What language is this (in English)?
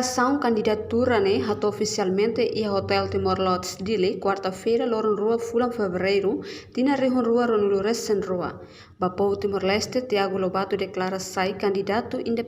Tetum